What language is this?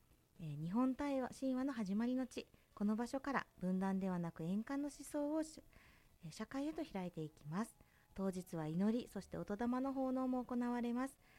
Japanese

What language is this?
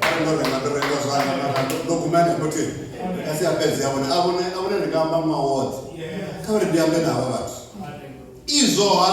Venda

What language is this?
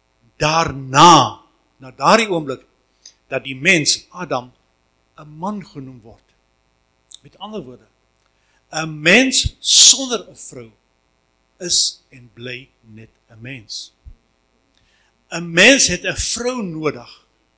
Afrikaans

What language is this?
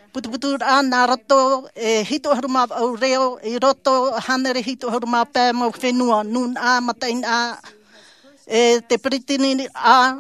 Tahitian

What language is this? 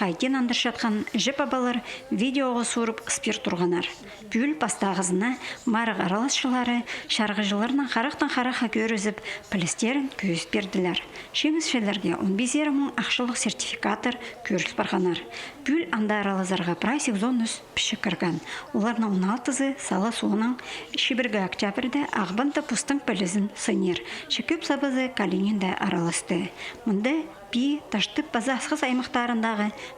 Khakas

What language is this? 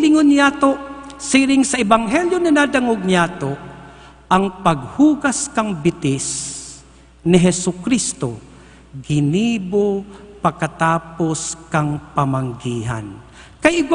Bikol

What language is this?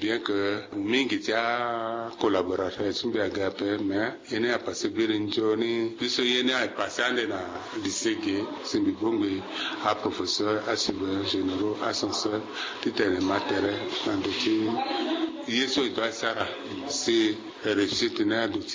Sango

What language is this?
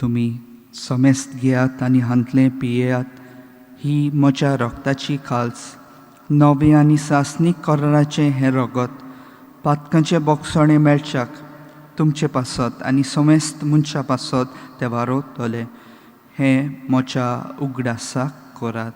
Konkani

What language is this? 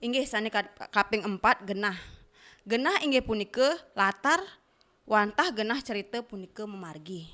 Balinese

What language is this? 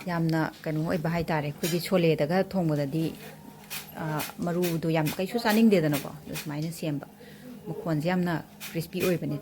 Manipuri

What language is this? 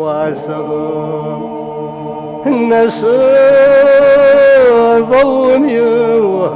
Kabardian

